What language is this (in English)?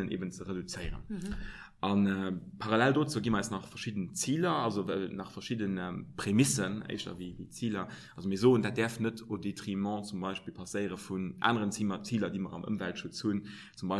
Luxembourgish